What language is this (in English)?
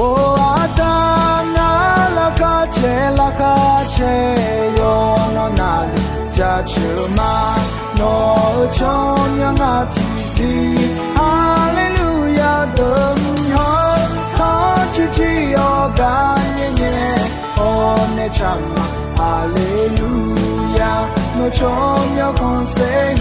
Akha